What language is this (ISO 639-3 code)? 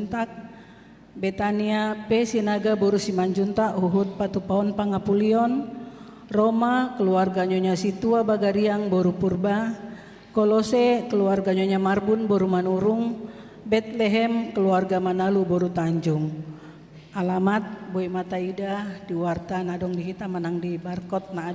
bbc